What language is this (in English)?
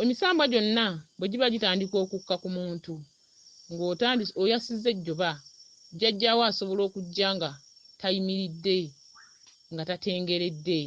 Ganda